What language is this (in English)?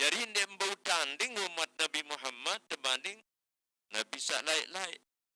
Sasak